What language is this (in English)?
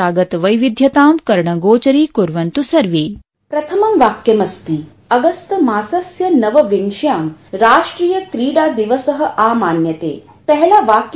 Sanskrit